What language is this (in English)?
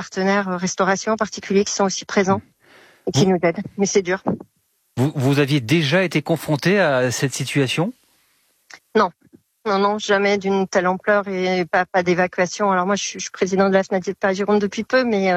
French